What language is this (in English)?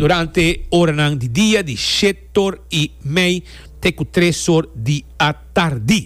Papiamento